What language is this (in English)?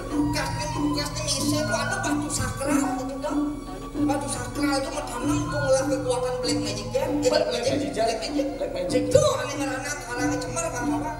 Balinese